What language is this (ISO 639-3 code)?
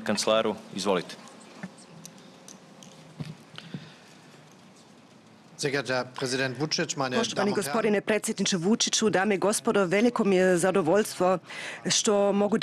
srp